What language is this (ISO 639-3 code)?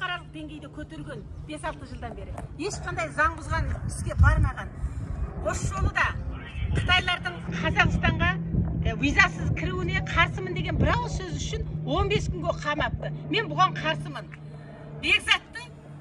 kir